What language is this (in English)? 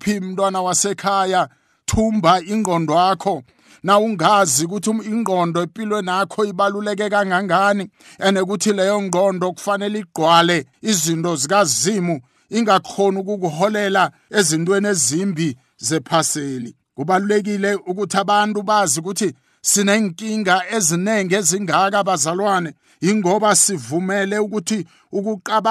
South Ndebele